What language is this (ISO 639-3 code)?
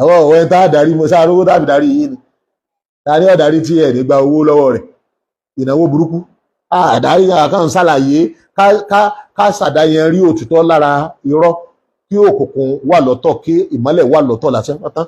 yor